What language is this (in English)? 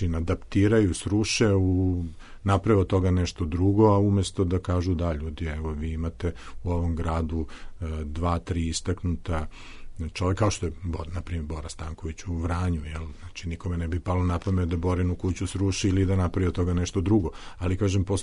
Serbian